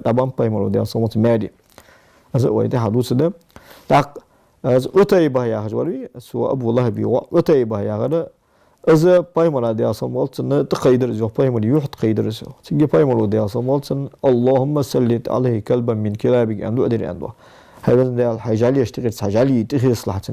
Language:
Ingush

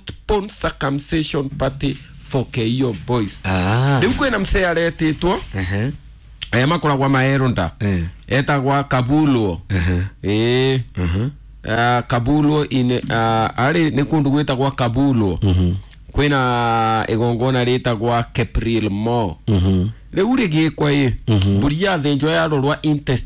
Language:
Kikuyu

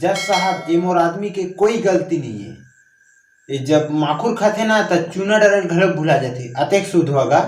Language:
Chhattisgarhi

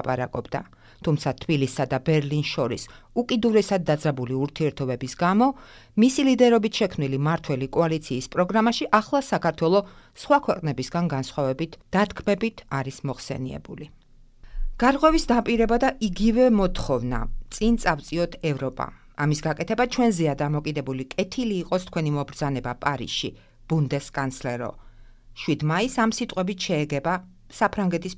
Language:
Georgian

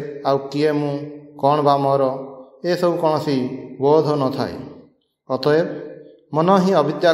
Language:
Odia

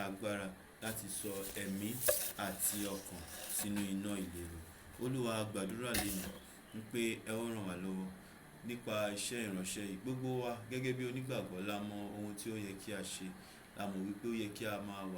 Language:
Yoruba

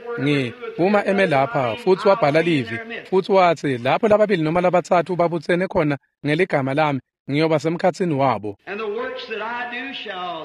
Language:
Swati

